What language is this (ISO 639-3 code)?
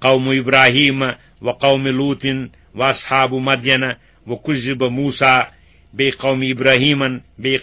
kas